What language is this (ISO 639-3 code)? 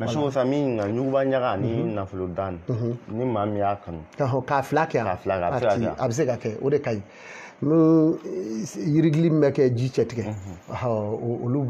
bam